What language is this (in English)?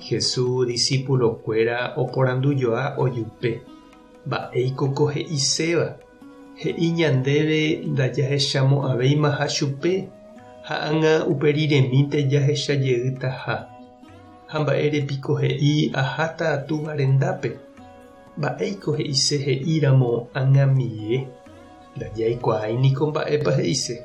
Guarani